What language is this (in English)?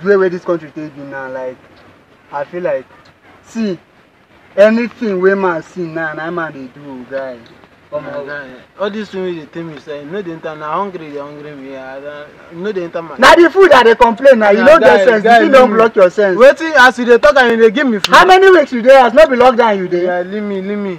Nigerian Pidgin